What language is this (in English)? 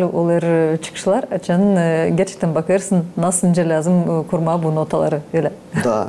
Gagauz